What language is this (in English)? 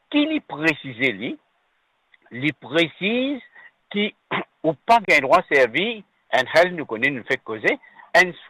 Morisyen